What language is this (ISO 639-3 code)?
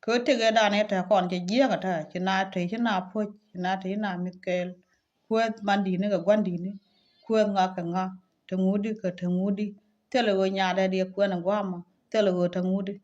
nus